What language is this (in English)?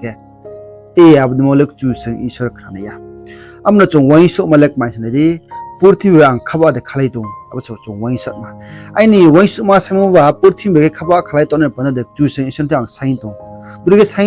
Riang (India)